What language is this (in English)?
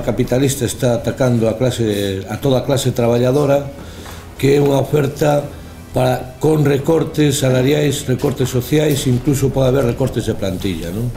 Galician